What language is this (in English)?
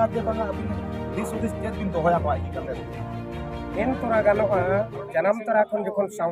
Santali